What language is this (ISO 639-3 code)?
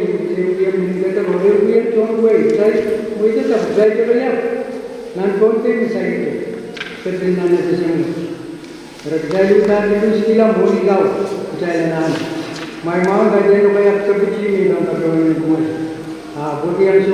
pon